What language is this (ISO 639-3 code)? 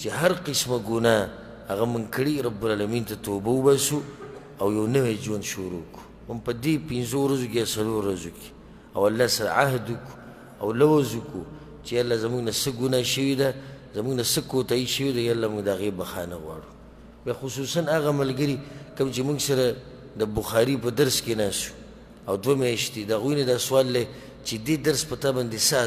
pus